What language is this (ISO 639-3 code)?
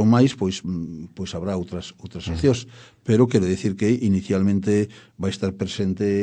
glg